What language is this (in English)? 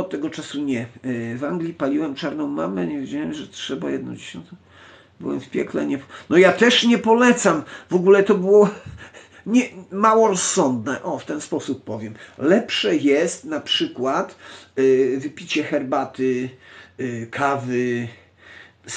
Polish